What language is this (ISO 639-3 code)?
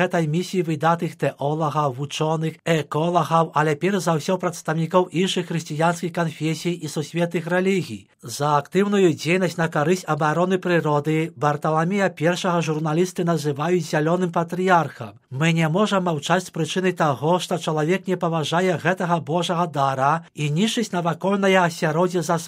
bel